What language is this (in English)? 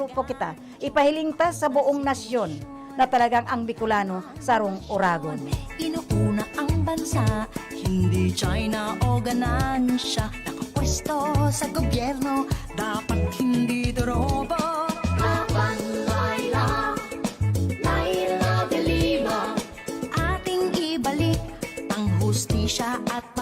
Bikol